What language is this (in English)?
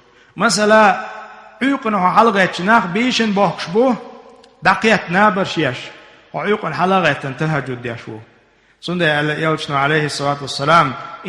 Chechen